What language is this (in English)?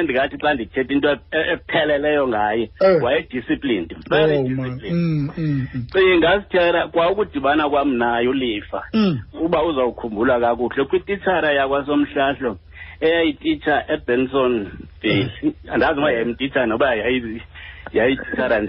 Xhosa